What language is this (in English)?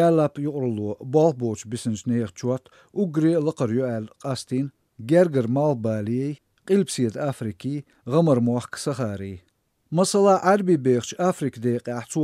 Chechen